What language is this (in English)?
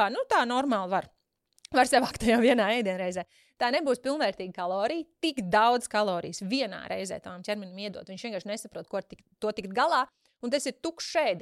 Latvian